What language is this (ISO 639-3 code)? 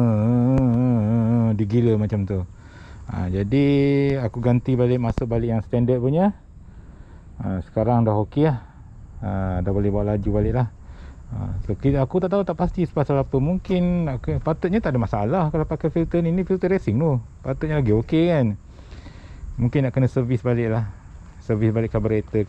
msa